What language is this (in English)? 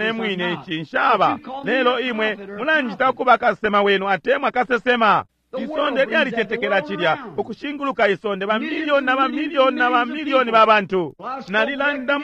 Bemba